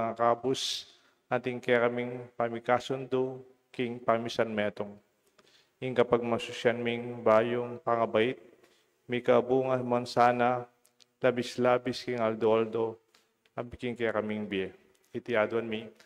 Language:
Pampanga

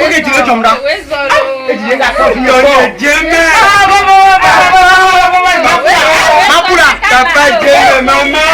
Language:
Ewe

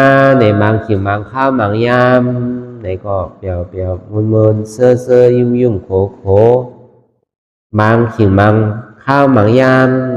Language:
Shan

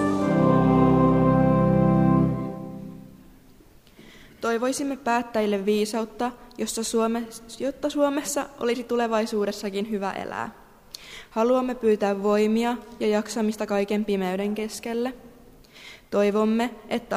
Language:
Finnish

